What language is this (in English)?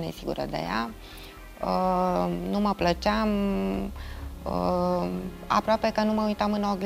Romanian